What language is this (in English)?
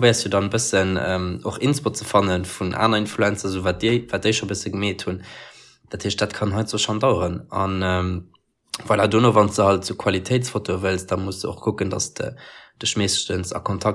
Luxembourgish